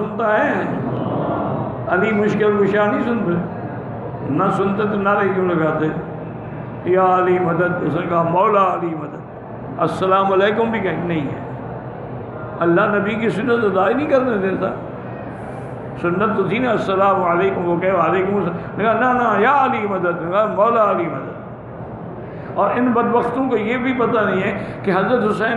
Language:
Urdu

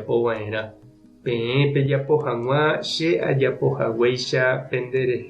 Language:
Guarani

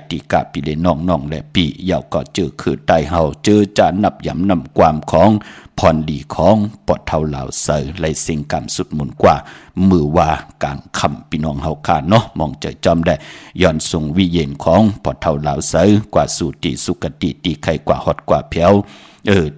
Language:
Shan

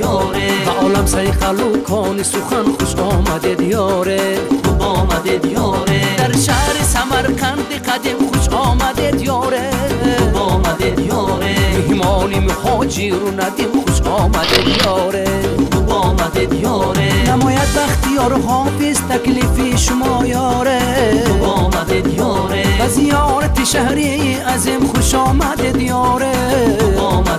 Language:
Tajik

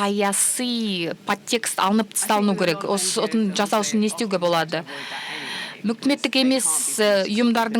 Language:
Kazakh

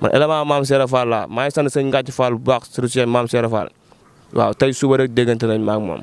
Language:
Wolof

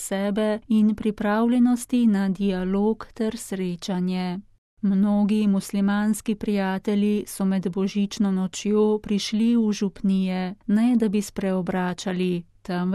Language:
Slovenian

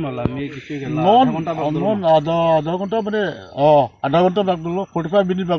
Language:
Karbi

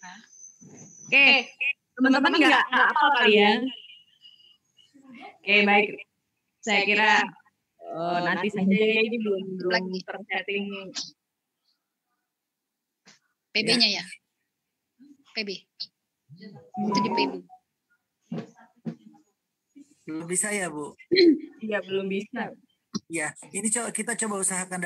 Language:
Indonesian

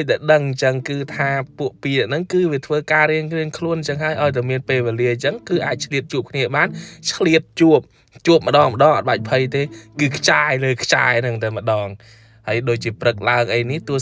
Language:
Khmer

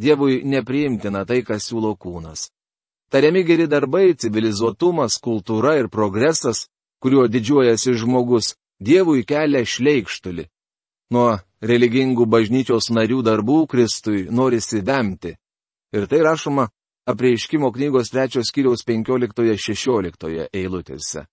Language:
Lithuanian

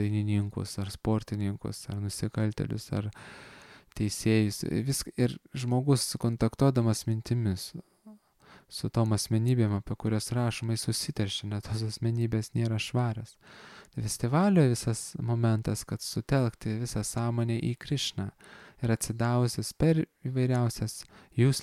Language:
Lithuanian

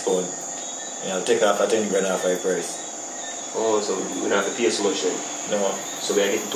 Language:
Jamaican Creole English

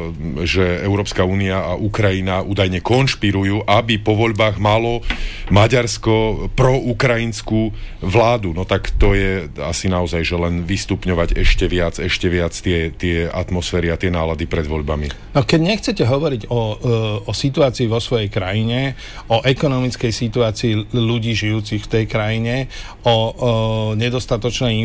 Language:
Slovak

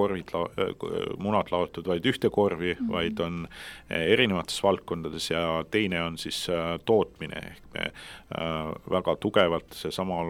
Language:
Estonian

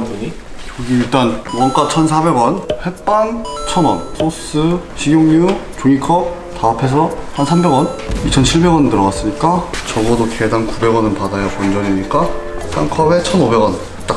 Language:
Korean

